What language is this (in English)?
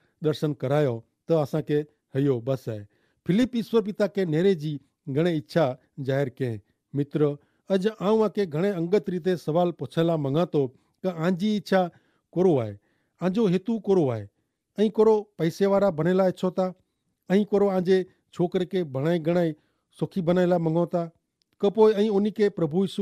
Kachhi